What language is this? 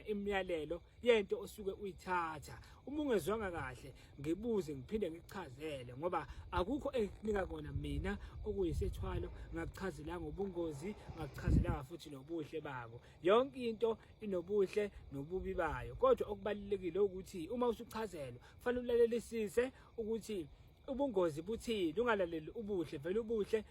Zulu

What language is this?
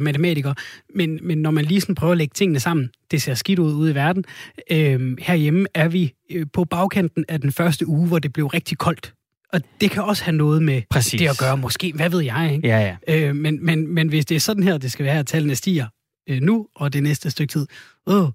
Danish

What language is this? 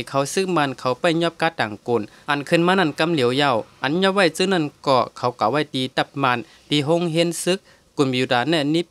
Shan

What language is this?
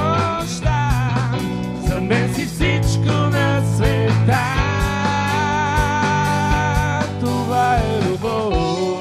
Bulgarian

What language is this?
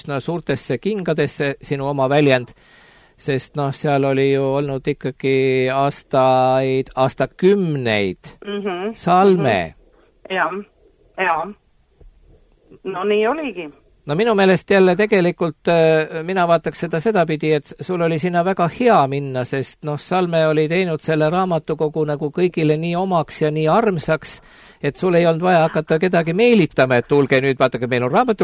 Estonian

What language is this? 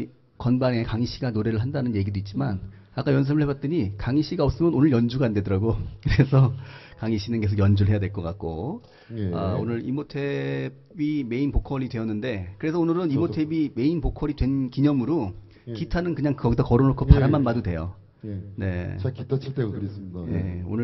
Korean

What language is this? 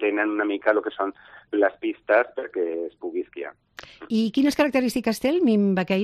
Catalan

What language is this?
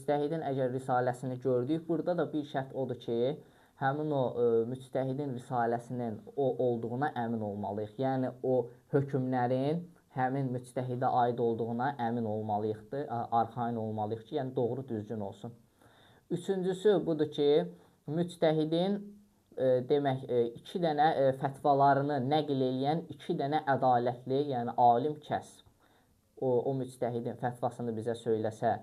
Azerbaijani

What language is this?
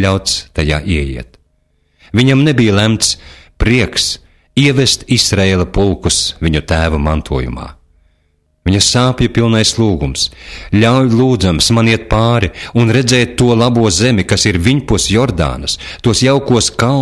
Latvian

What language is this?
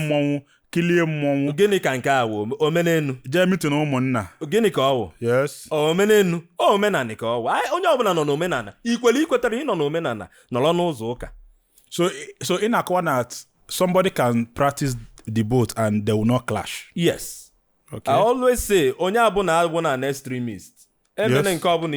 Igbo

